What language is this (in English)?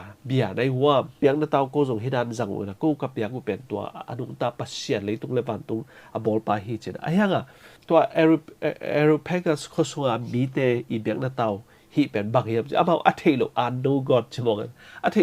Tedim Chin